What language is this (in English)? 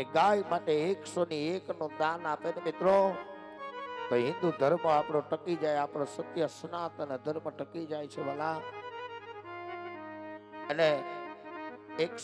Gujarati